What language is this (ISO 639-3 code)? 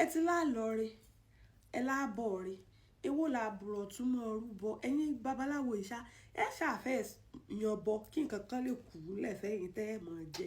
yor